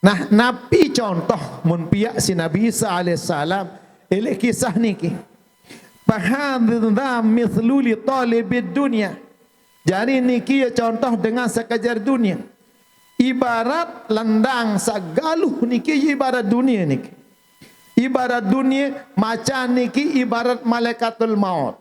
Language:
Sasak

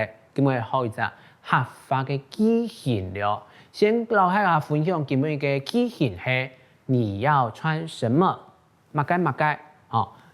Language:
Hakka Chinese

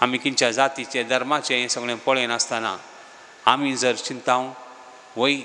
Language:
Konkani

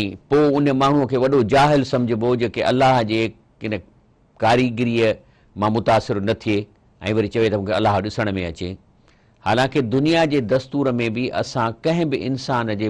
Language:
Sindhi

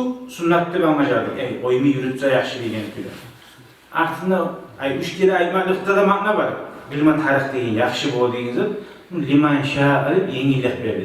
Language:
Kumyk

